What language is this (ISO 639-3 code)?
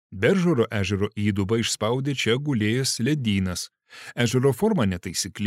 lit